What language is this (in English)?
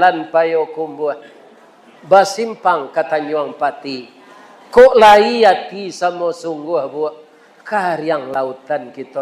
Minangkabau